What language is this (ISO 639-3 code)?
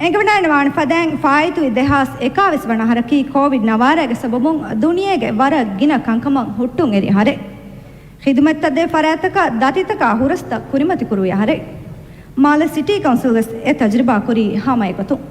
div